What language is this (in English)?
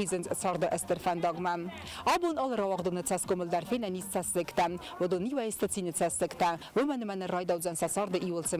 Ossetic